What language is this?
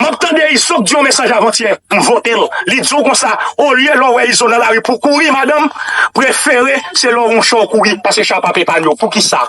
Haitian Creole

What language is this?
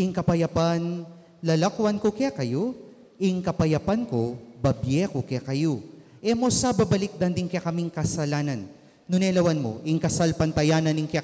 Pampanga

